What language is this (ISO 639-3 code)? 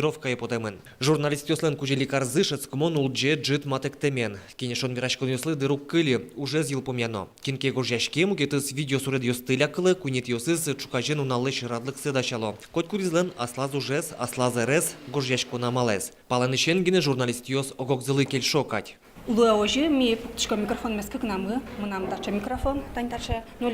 udm